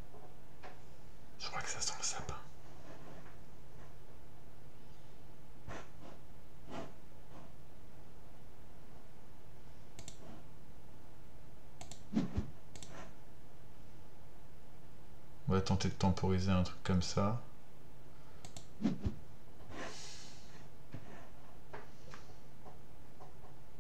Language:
French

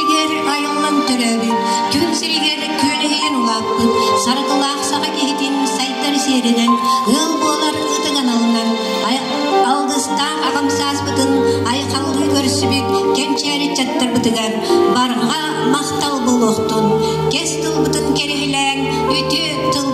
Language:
Yakut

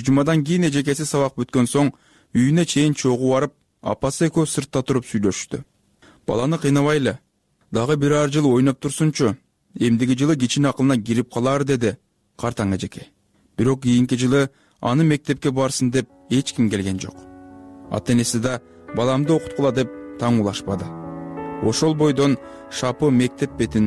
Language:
Kyrgyz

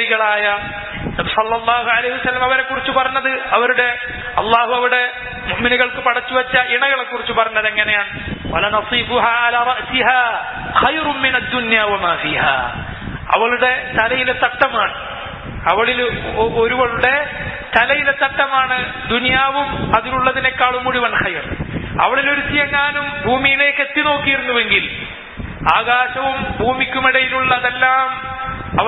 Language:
Malayalam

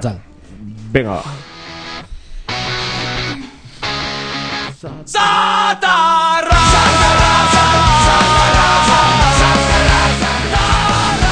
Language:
Basque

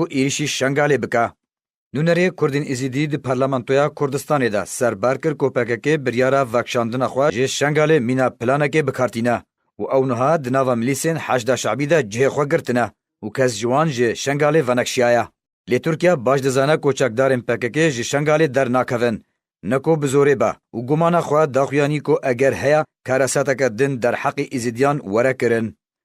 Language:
Kurdish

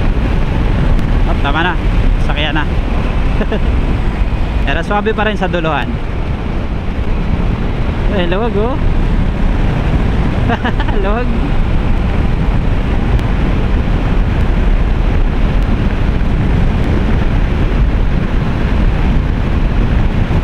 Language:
Filipino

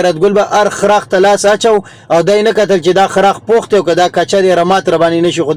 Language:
Pashto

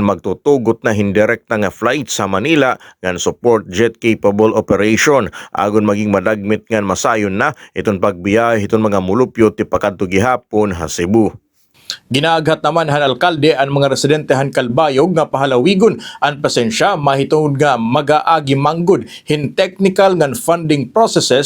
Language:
Waray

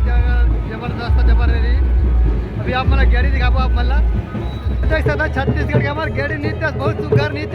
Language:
Chhattisgarhi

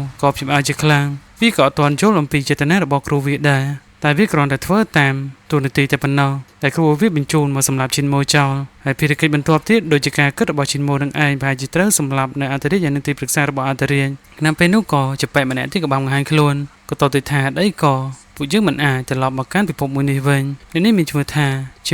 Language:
Khmer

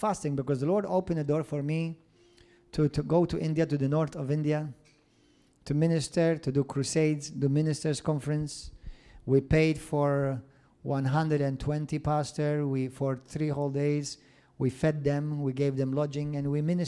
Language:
English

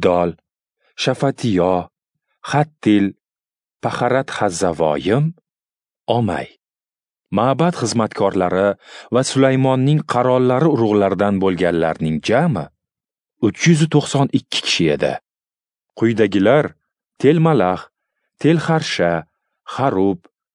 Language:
Uzbek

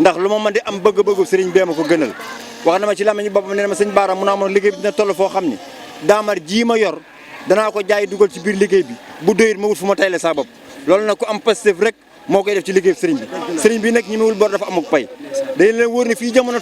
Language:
Wolof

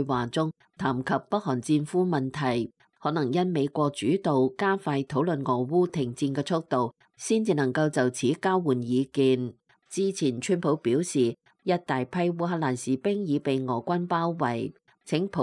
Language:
Cantonese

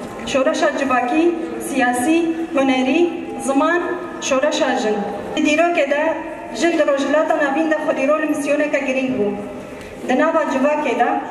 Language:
Kurdish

